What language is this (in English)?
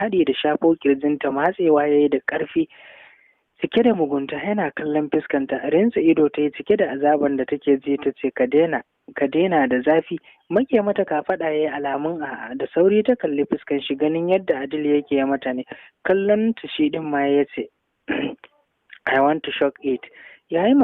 Hausa